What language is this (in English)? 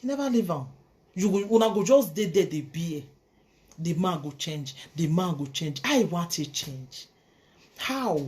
Nigerian Pidgin